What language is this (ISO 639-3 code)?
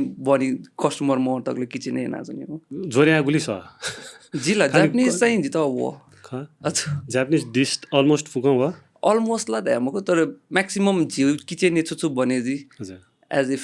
new